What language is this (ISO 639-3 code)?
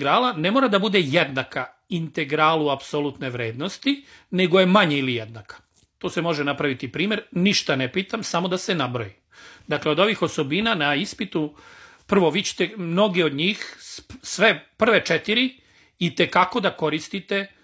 srp